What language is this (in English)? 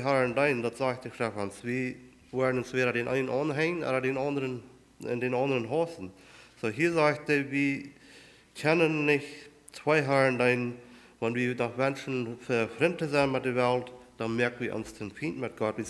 Plautdietsch